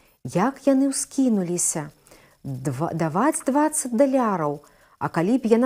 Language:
Belarusian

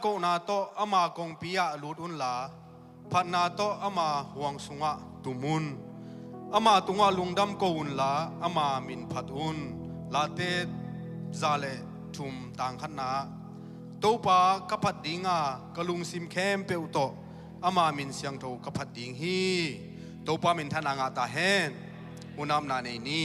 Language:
Tedim Chin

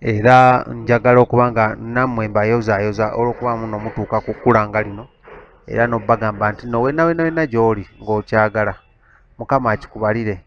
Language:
Ganda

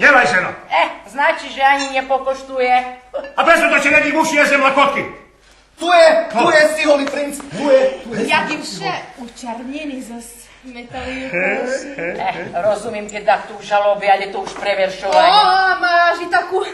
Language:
Rusyn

